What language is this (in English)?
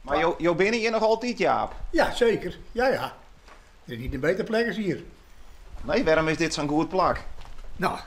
Western Frisian